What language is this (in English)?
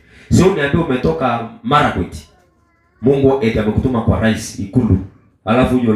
Swahili